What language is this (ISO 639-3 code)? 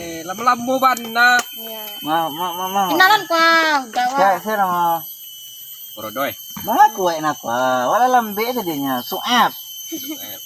min